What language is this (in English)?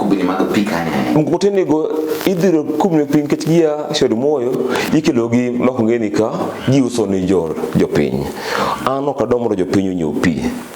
Luo (Kenya and Tanzania)